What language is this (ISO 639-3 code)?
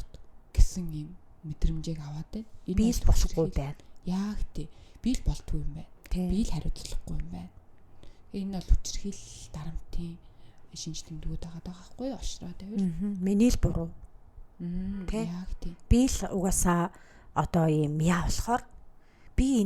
mon